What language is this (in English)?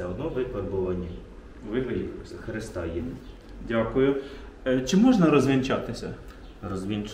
Ukrainian